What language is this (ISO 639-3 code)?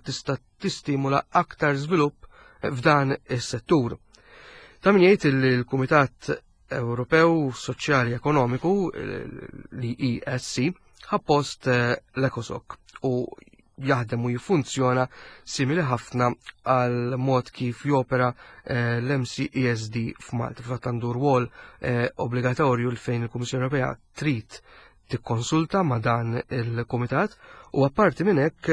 mlt